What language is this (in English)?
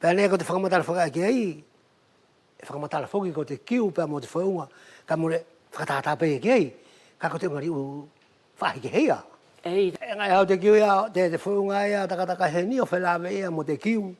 Wallisian